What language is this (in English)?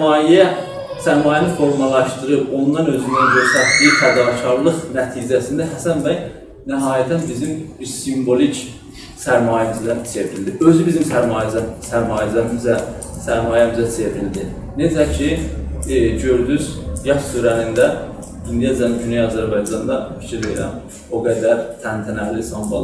South Azerbaijani